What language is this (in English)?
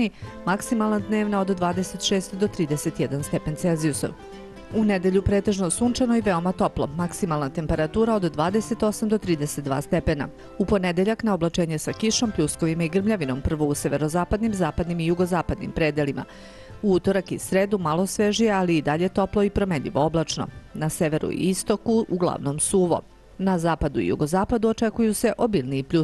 Serbian